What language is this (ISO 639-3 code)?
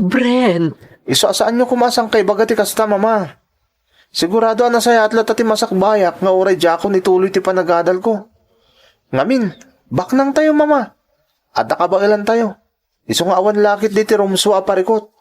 ilo